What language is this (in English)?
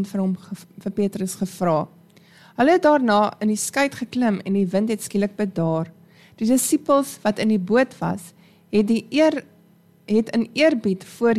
Afrikaans